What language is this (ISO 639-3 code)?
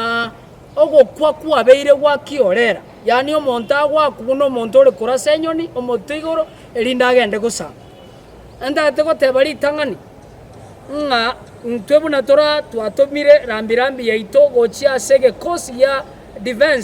guz